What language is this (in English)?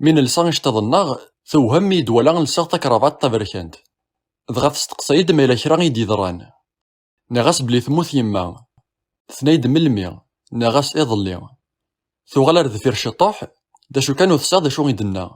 Kabyle